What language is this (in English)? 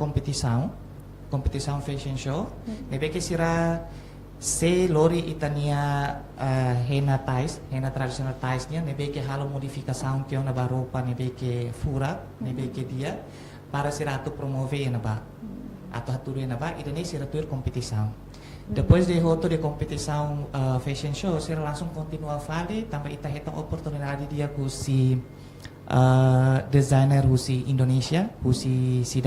Tetum